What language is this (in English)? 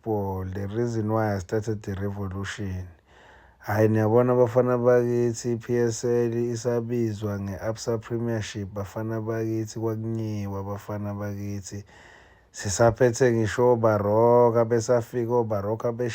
Zulu